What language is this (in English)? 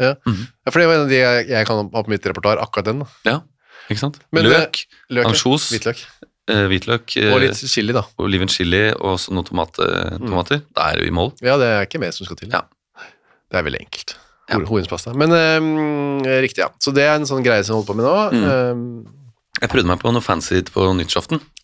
Norwegian